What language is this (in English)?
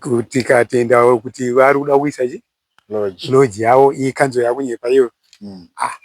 Shona